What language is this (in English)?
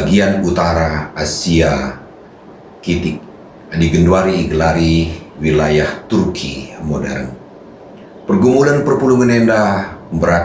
Batak Karo